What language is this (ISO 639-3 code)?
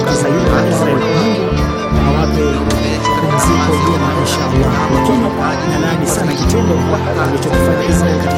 swa